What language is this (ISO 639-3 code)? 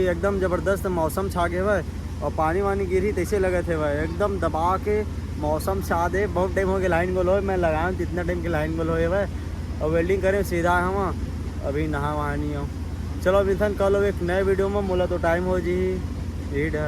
hne